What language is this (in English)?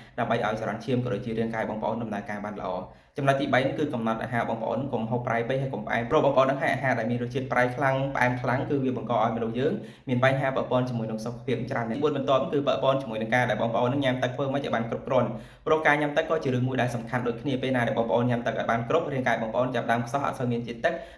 Khmer